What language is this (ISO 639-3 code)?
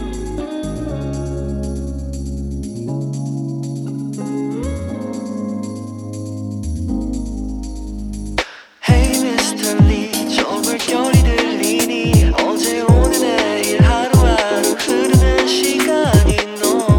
kor